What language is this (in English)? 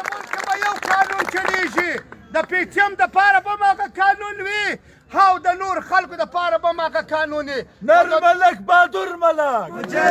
Pashto